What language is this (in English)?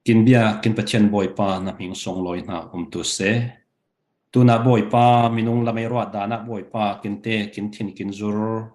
Falam Chin